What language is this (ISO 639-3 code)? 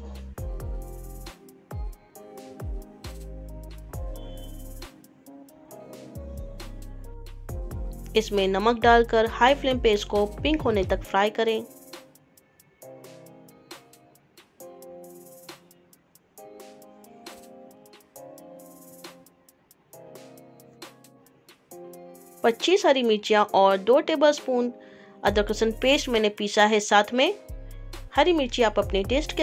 hin